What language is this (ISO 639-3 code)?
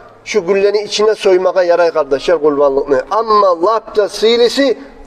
kum